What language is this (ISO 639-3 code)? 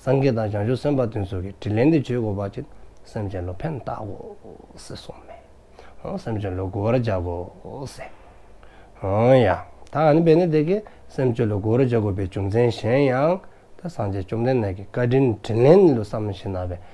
dzo